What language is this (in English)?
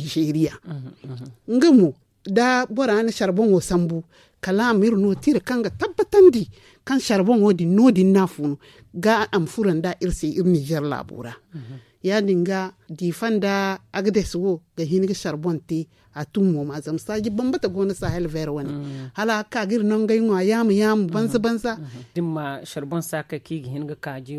Zarma